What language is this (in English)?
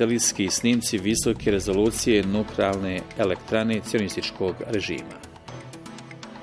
Bosnian